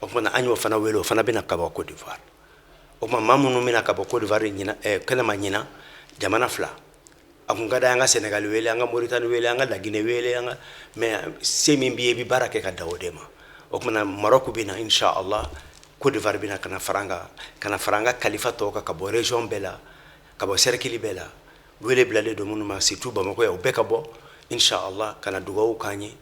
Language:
Bambara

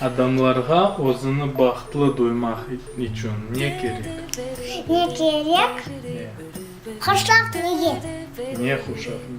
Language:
Crimean Tatar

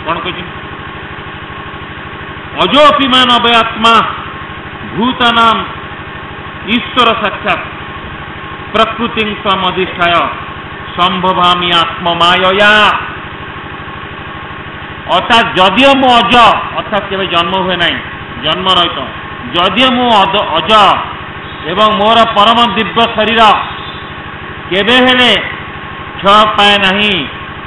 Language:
Odia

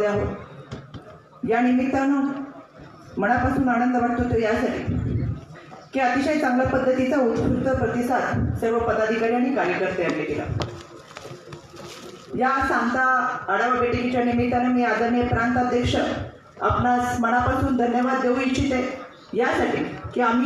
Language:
Marathi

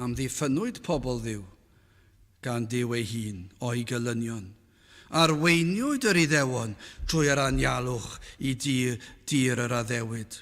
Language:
Welsh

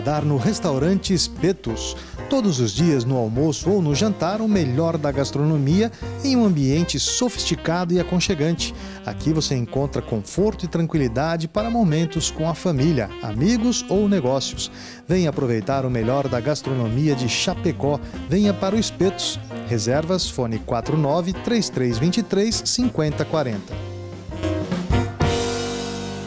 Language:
Portuguese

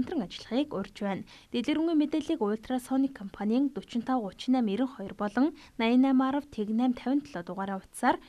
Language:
Mongolian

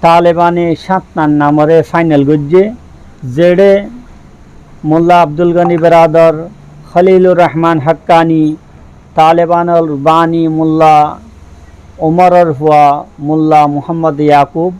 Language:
Rohingya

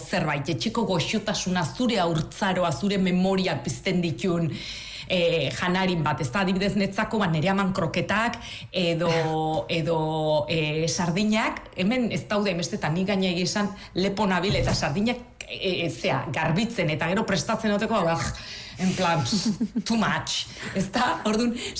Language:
Basque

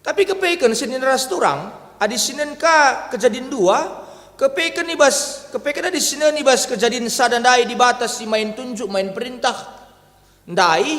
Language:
Batak Karo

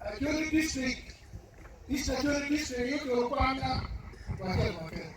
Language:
Acoli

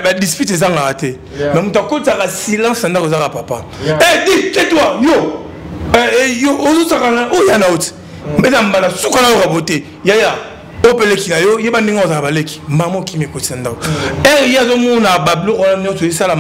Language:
Lingala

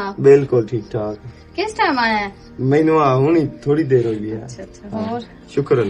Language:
Western Panjabi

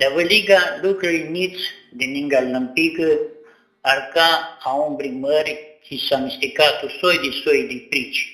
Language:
Aromanian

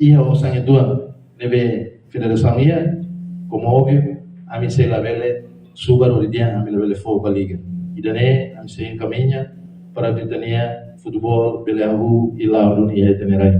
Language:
Tetum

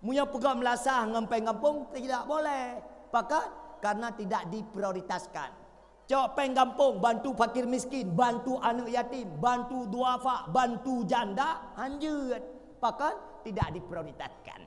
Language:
Achinese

